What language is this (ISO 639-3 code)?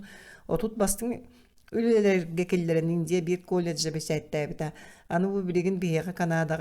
sah